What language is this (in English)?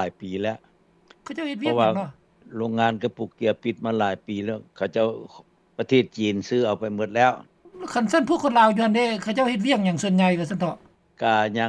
Lao